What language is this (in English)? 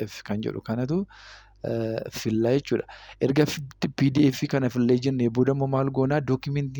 Oromo